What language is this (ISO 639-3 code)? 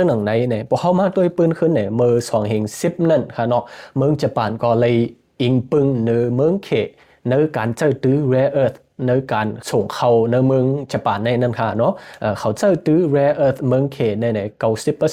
shn